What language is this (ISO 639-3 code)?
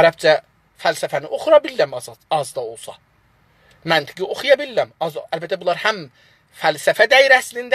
azb